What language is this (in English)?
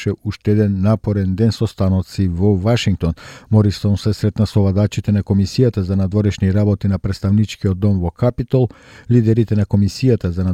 Macedonian